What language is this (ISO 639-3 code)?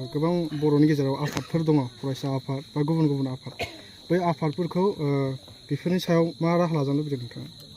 brx